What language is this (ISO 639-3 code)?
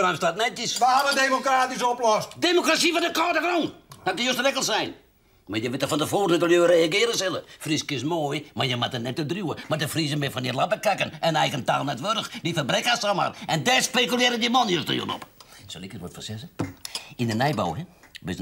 fry